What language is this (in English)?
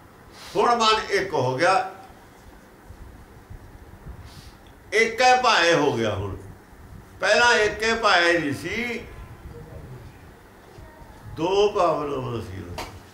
Punjabi